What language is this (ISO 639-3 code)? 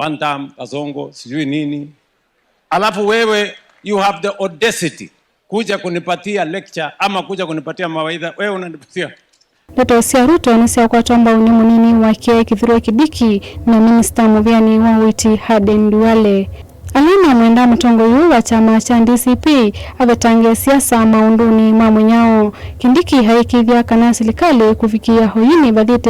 kam